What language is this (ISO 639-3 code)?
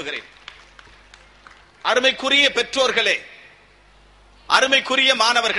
tam